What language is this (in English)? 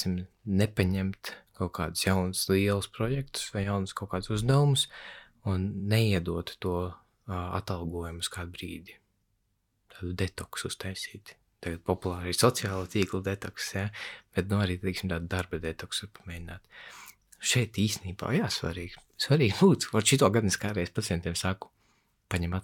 Latvian